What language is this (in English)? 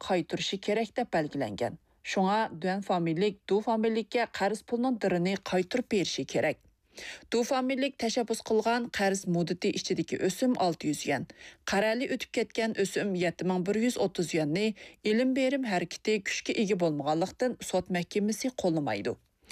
Uyghur